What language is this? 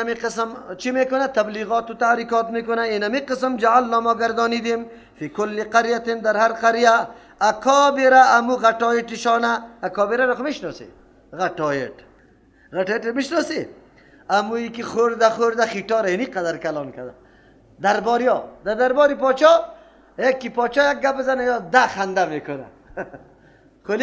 Persian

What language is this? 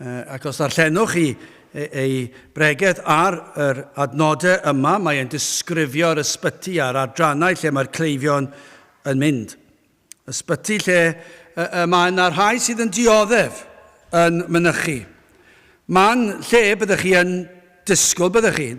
Welsh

